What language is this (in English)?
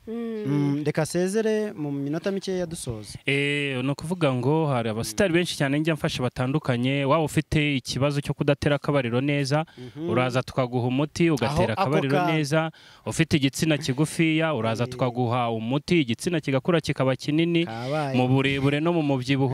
Kinyarwanda